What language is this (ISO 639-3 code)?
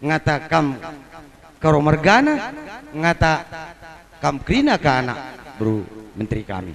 btx